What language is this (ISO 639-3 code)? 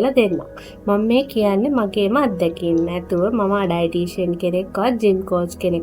sin